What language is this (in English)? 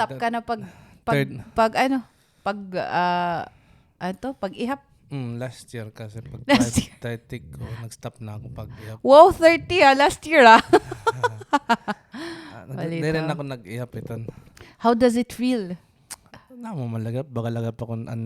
Waray